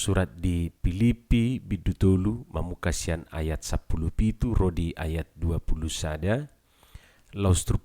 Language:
Batak Toba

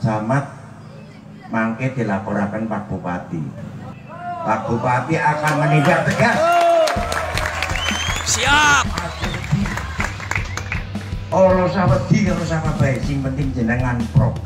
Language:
Javanese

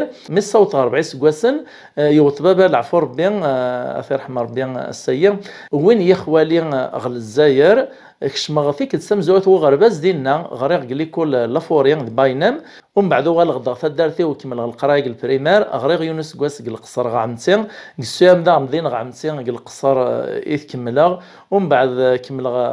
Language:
Kabyle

